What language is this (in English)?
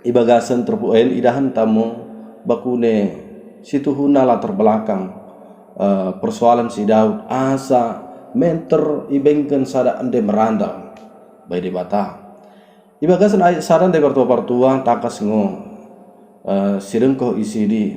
Batak Dairi